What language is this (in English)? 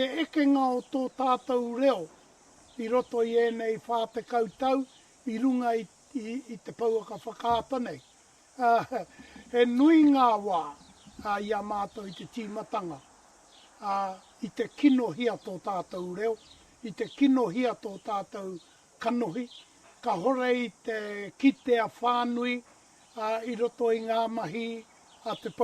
Māori